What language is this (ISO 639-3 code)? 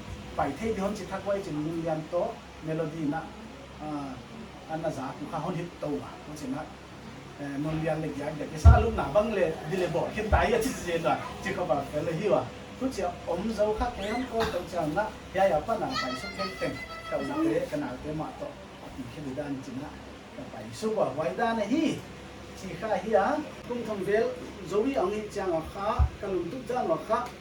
pck